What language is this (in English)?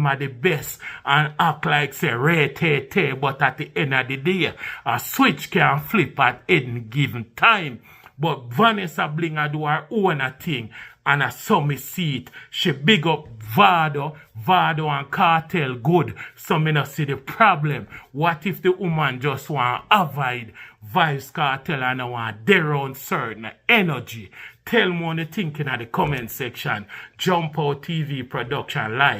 Jamaican Creole English